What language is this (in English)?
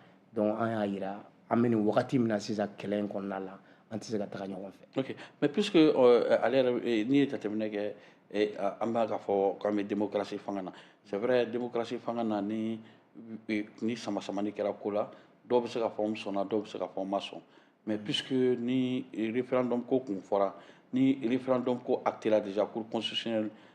Bambara